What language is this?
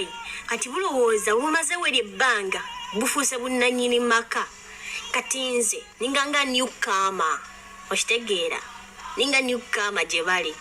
Ganda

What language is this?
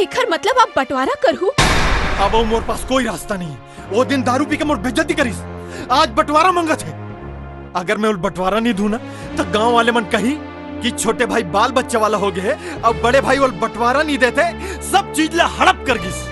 Chhattisgarhi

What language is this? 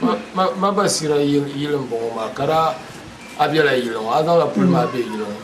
Dagbani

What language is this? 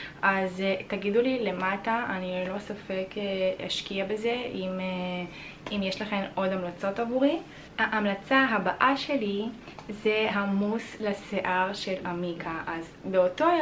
Hebrew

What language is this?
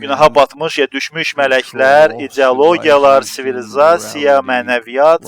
Azerbaijani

